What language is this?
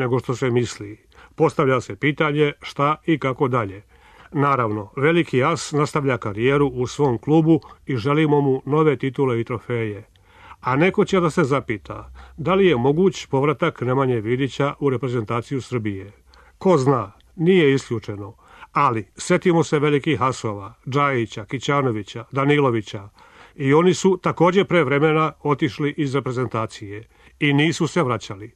Serbian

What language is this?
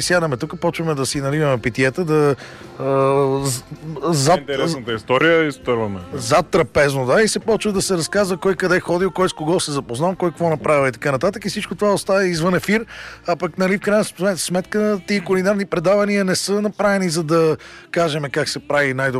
Bulgarian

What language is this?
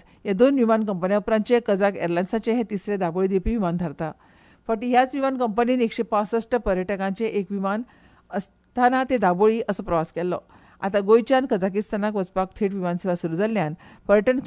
Konkani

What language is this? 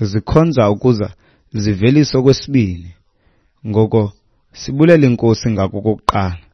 Xhosa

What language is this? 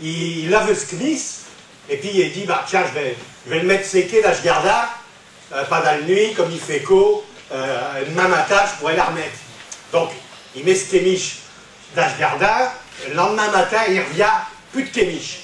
Picard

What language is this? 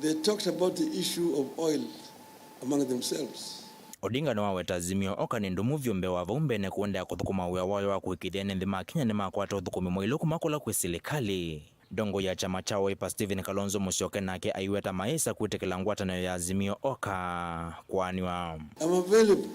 Kamba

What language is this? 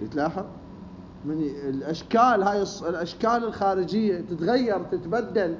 Mesopotamian Arabic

